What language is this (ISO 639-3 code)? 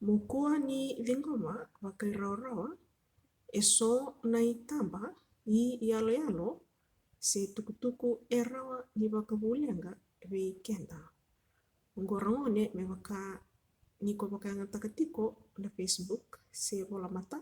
fij